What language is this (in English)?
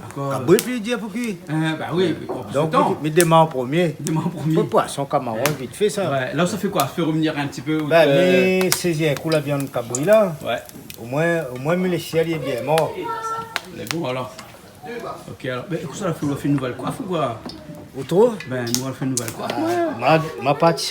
Réunion Creole French